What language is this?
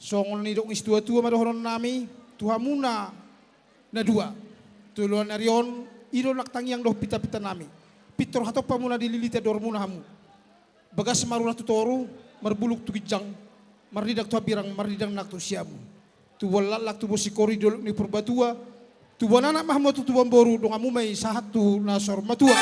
Batak Toba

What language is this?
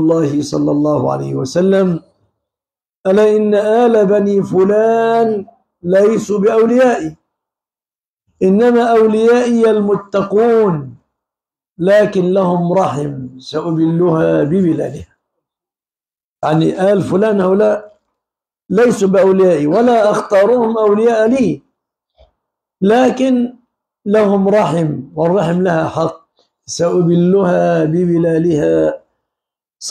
Arabic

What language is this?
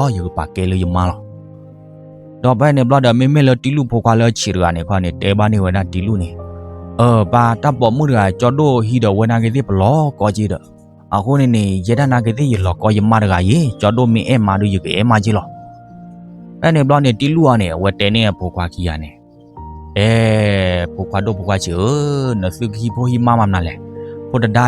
S'gaw Karen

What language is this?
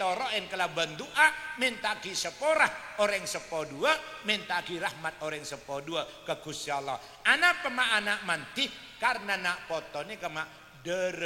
Madurese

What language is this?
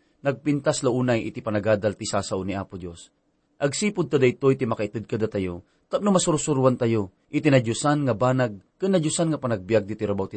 Iloko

